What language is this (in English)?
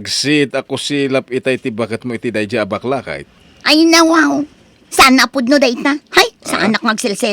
Iloko